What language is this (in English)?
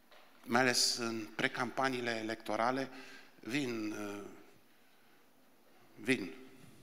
Romanian